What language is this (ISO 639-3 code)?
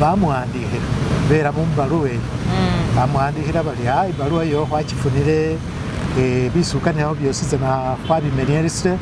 myx